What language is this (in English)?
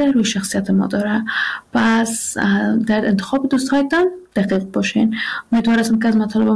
Persian